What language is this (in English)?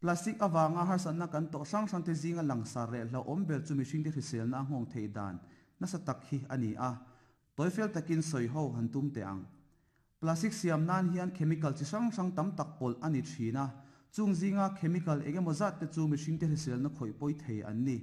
Mizo